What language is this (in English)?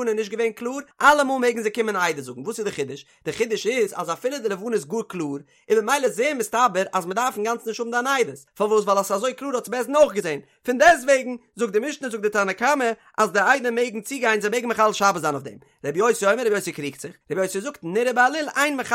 Yiddish